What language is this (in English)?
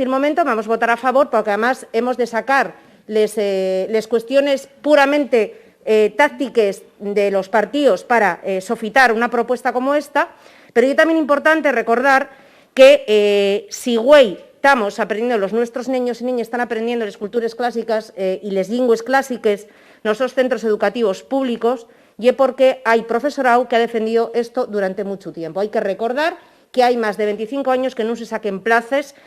Asturian